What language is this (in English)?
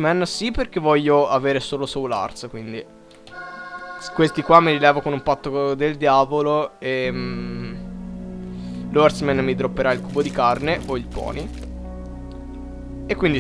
Italian